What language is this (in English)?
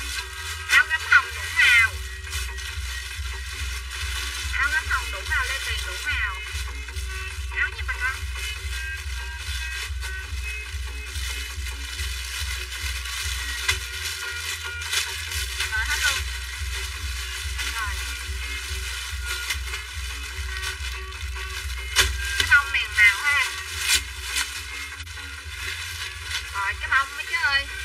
Vietnamese